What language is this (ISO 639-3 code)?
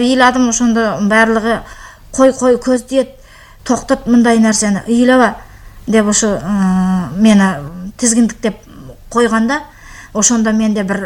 kir